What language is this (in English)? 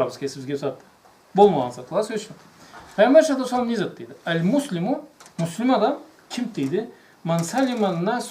Karachay-Balkar